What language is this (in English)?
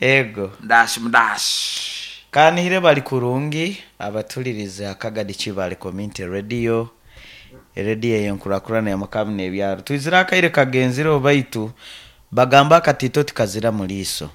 Nyoro